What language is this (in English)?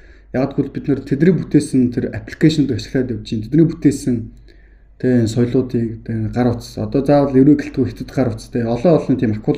Mongolian